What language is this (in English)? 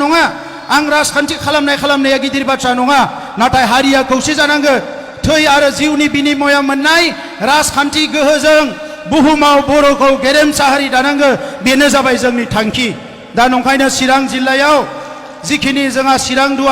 Bodo